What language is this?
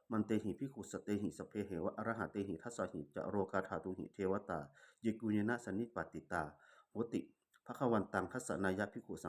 Pali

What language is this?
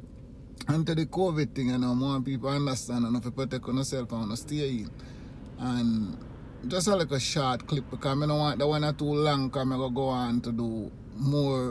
Jamaican Creole English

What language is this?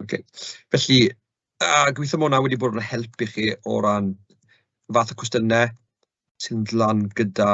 Welsh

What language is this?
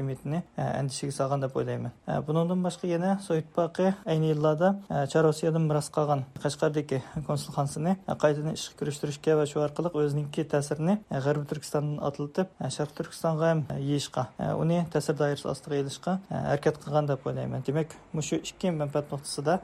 Uyghur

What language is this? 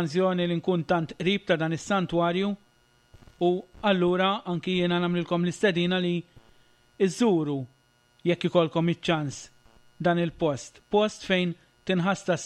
Maltese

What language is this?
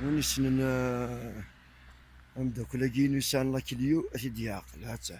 Kabyle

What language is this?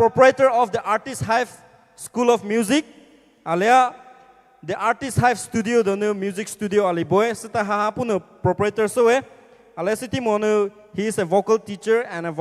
Poumei Naga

